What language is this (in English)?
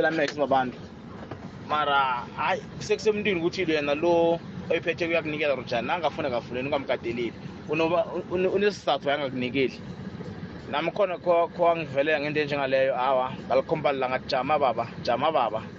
South Ndebele